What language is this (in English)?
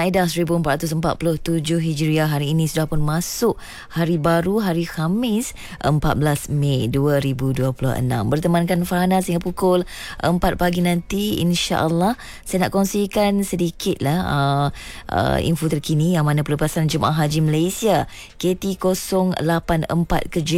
Malay